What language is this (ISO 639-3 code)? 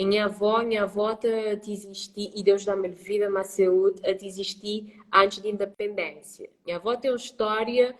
kea